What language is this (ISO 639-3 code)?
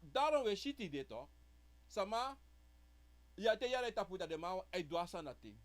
srn